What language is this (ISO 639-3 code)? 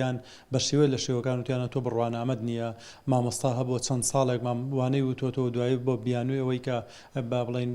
ckb